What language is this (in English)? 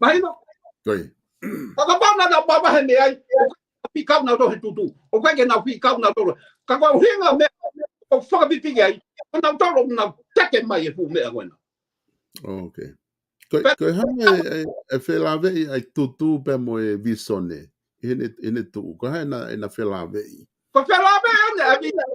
Tongan